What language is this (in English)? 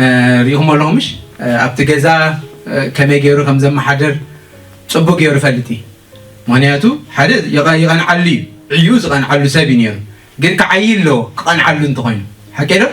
Tigrinya